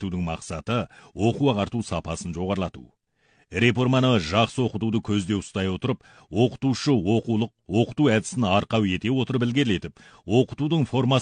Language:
Kazakh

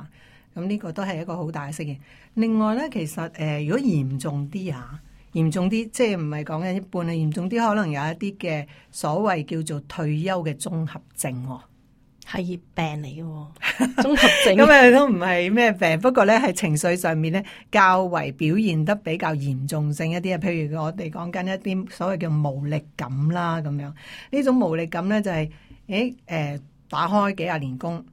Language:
Cantonese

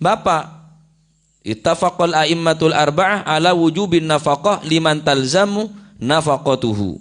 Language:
Madurese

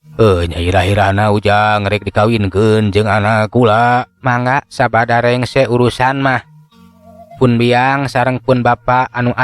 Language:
Sundanese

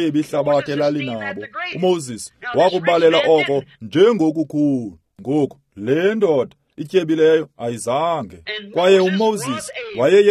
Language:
Xhosa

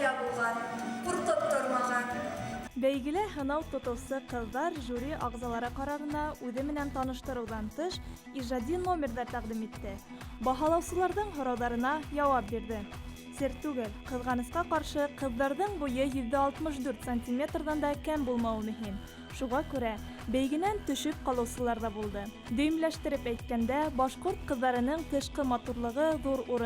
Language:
Bashkir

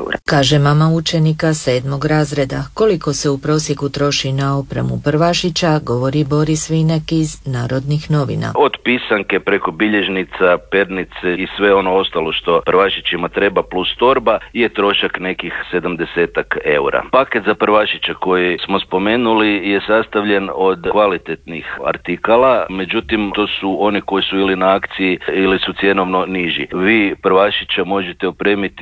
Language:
Croatian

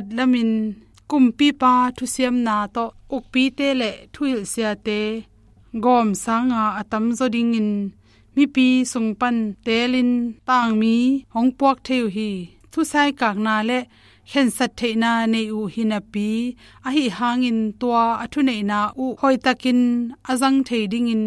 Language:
Tedim Chin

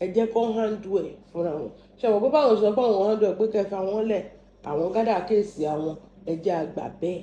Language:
Yoruba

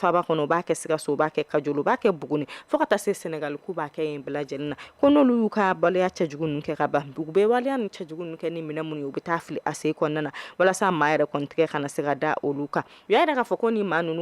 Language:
Bambara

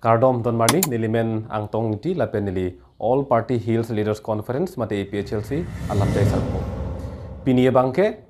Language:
Karbi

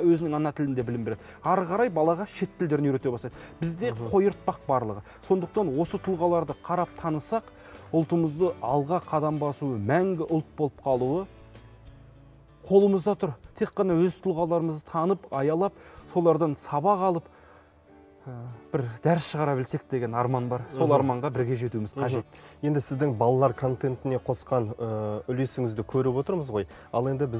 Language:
Kazakh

